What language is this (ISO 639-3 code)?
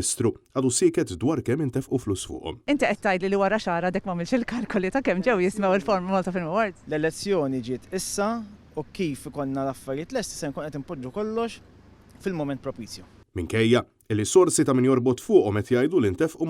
mlt